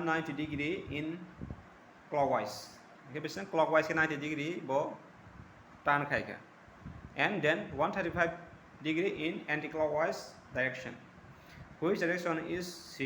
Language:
Kok Borok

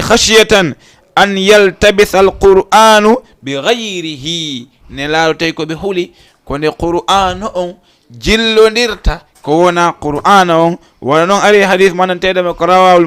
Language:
Fula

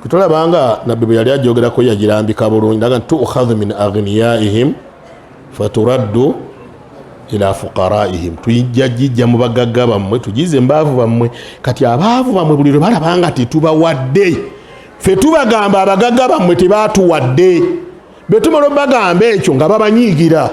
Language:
Ganda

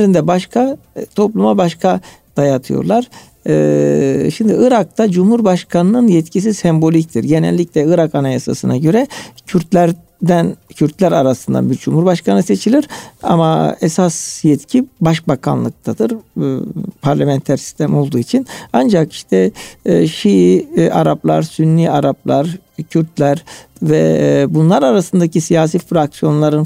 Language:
Turkish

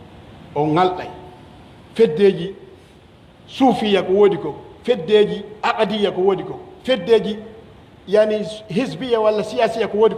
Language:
Pular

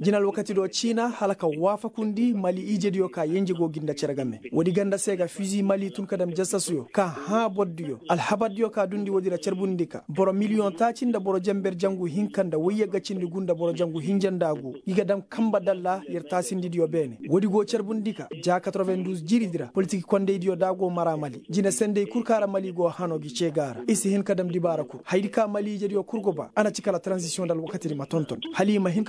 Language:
Koyraboro Senni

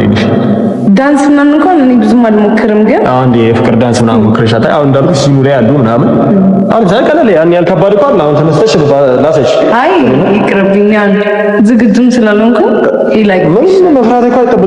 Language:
Amharic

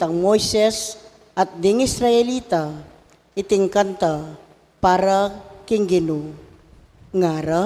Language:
Pampanga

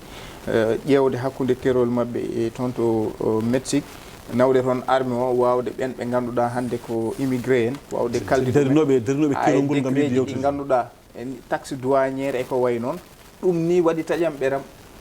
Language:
Fula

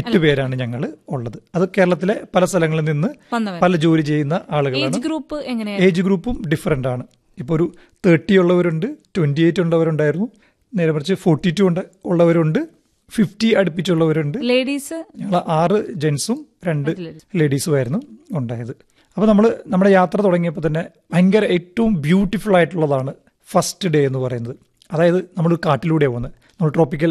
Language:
Malayalam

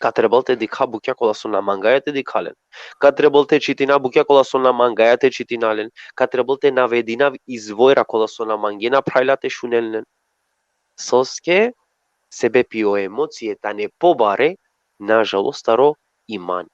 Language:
Balkan Romani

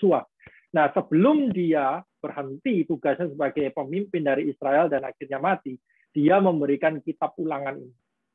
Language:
Indonesian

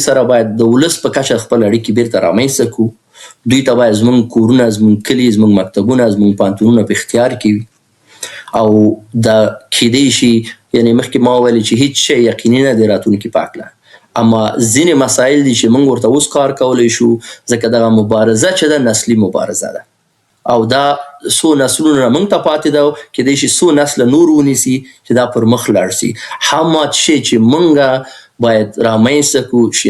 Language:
Pashto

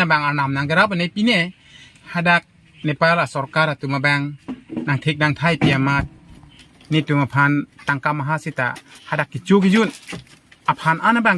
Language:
Karbi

